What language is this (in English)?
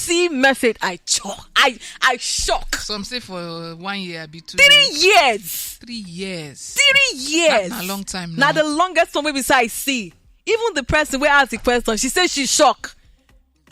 Nigerian Pidgin